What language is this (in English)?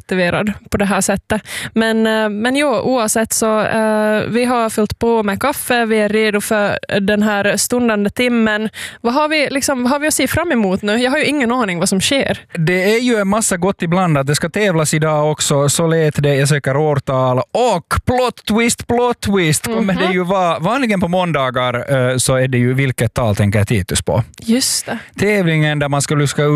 Swedish